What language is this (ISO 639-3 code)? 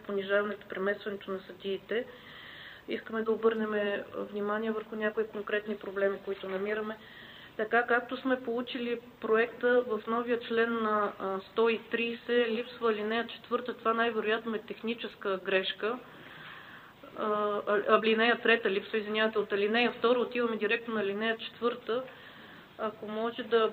bul